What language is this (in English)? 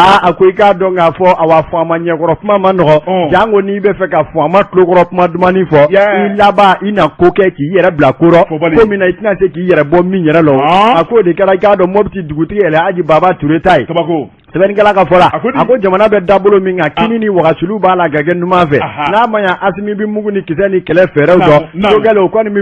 Bambara